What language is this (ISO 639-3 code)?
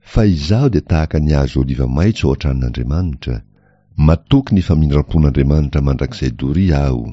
mlg